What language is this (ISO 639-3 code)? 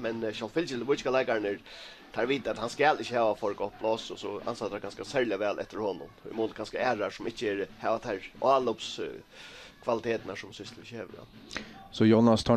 fao